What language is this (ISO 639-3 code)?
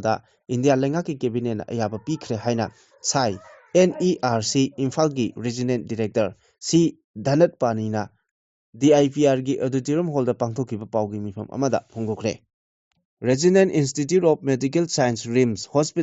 mni